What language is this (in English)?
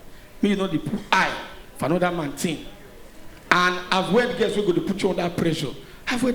Nigerian Pidgin